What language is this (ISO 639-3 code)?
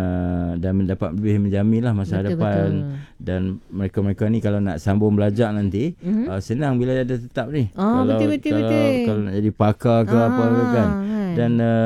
msa